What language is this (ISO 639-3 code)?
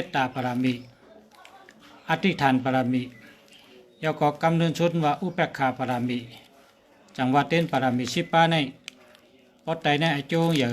shn